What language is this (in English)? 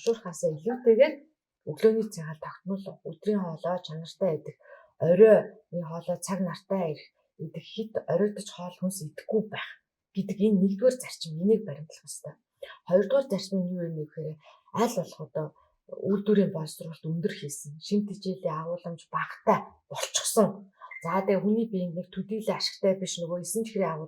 Mongolian